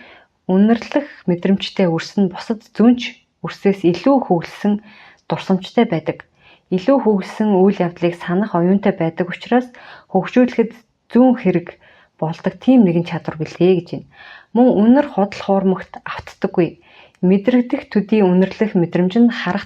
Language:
Mongolian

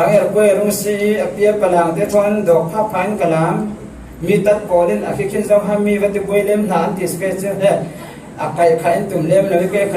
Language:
Falam Chin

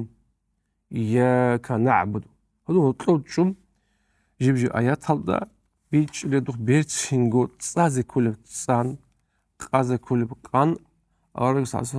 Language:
Avaric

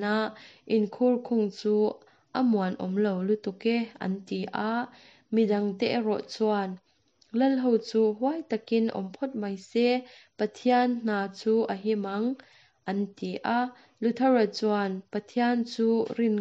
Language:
Mizo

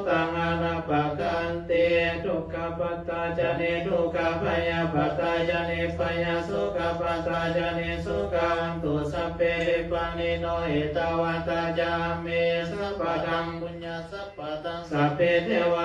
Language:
Pali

